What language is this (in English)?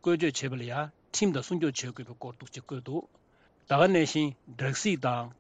Tibetan